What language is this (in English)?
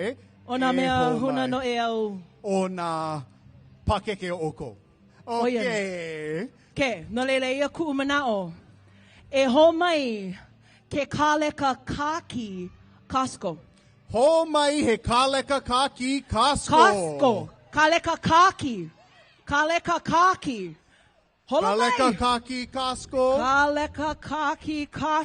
Hawaiian